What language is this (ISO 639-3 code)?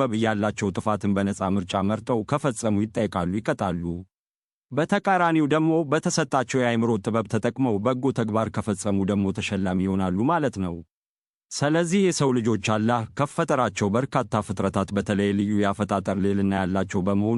amh